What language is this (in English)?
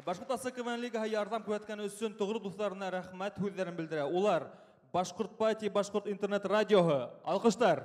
Bashkir